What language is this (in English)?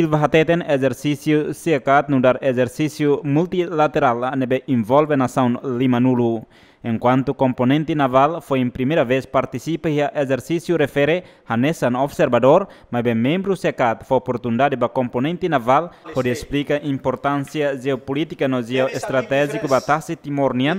Tetum